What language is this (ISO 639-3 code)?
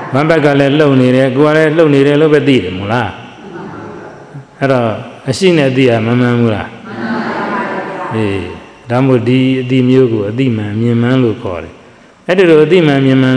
mya